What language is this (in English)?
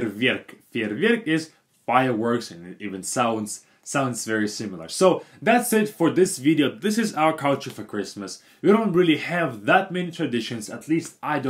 English